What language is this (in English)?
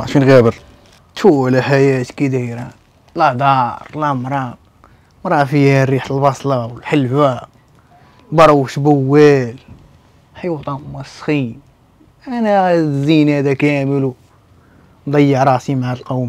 Moroccan Arabic